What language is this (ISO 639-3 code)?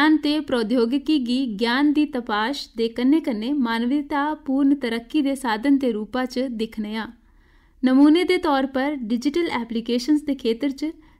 doi